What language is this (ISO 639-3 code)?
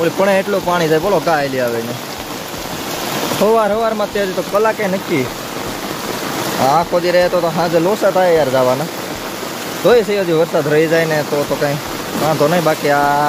guj